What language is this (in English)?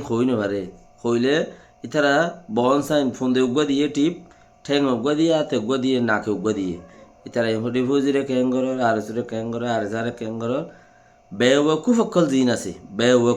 Rohingya